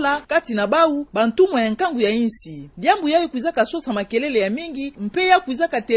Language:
Kituba (Democratic Republic of Congo)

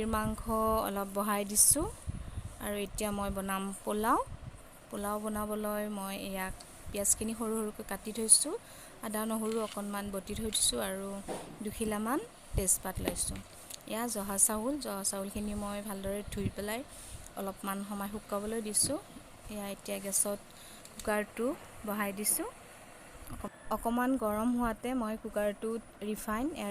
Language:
Assamese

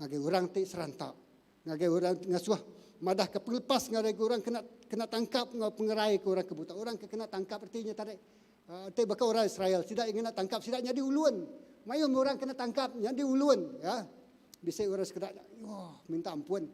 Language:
Iban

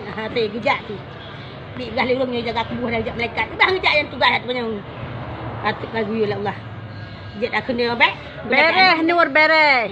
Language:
Achinese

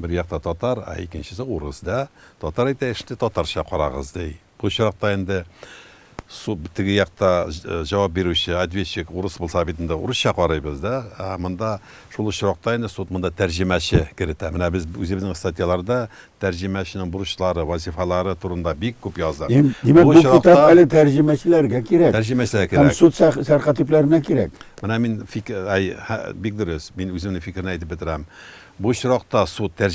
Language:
Tatar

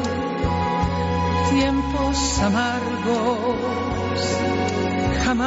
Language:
Basque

